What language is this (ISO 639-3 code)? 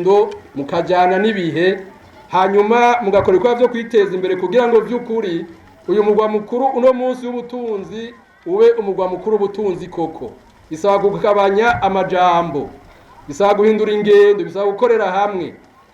run